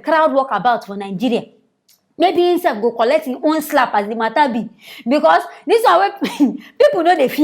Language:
Nigerian Pidgin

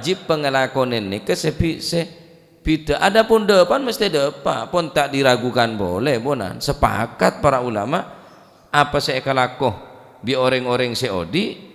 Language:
Madurese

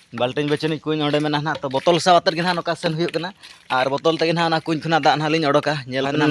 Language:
Santali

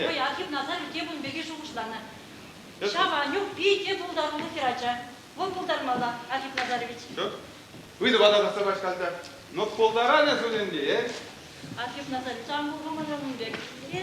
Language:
Chuvash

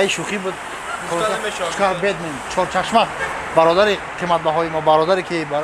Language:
Tajik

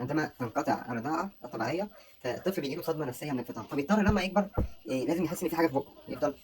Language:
Egyptian Arabic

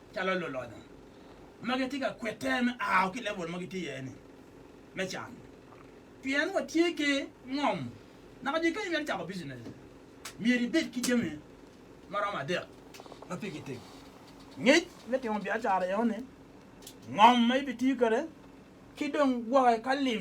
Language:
Acoli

